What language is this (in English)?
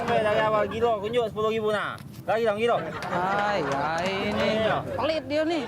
Musi